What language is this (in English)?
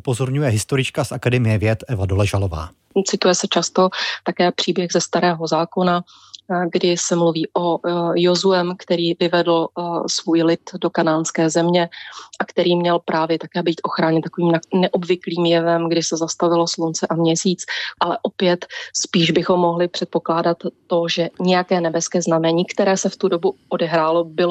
Czech